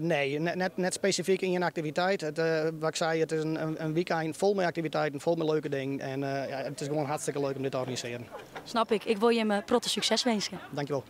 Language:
Western Frisian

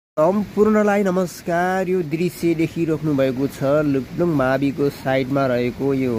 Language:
Nepali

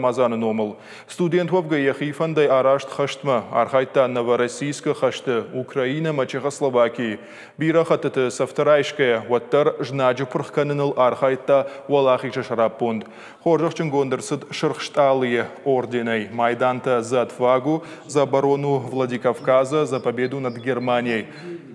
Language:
Ossetic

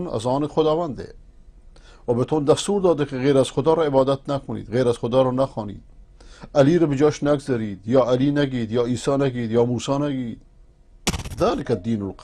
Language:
Persian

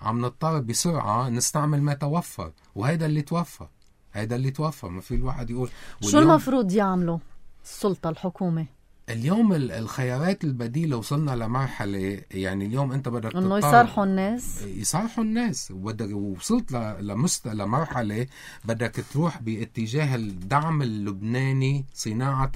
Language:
North Levantine Arabic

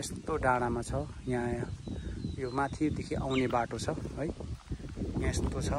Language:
Nepali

